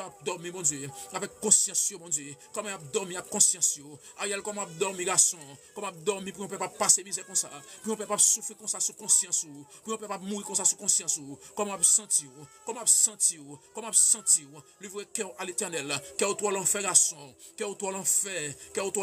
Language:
Haitian Creole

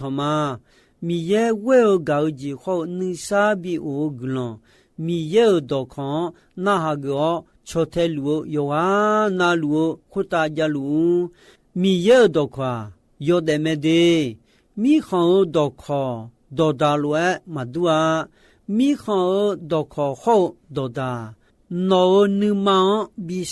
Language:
Akha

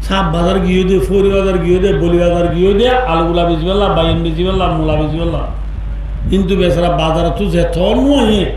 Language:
Rohingya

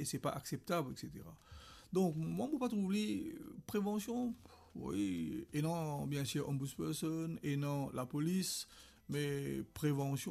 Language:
Morisyen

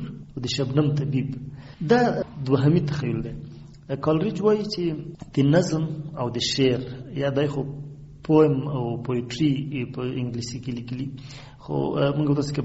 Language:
Pashto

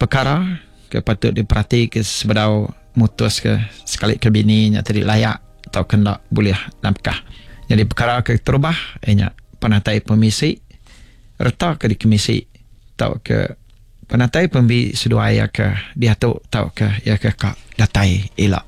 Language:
Iban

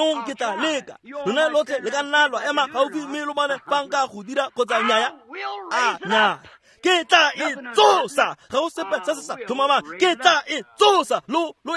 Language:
Tswana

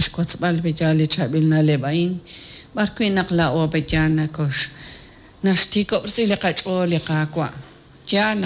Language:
Kekchí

